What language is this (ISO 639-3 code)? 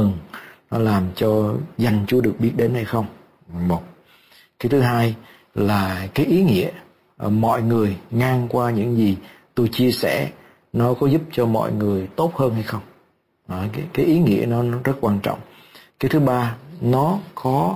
vie